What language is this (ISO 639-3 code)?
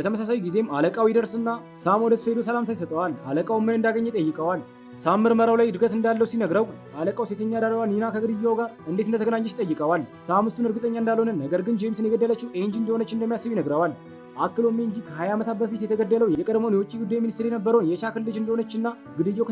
amh